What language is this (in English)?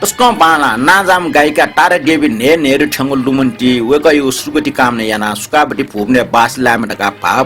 Newari